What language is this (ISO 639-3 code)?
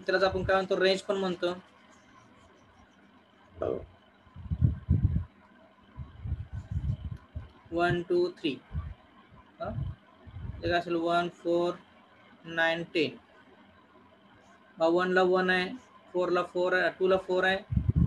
mar